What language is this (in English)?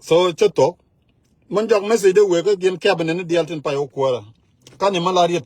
Nuer